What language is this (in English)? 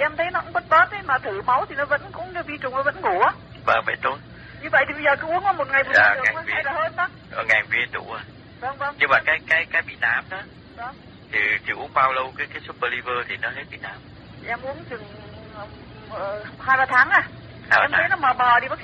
Vietnamese